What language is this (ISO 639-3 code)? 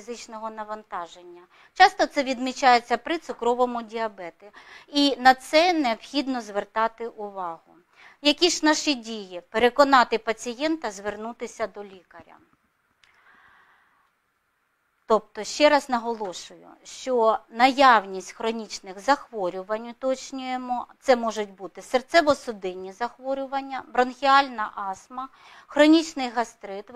ukr